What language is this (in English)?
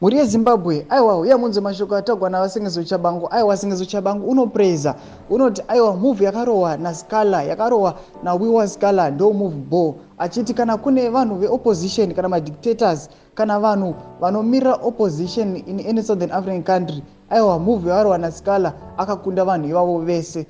Shona